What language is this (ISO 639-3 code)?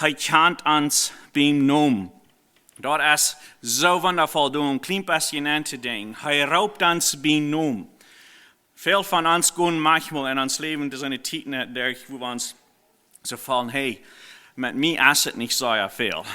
pdt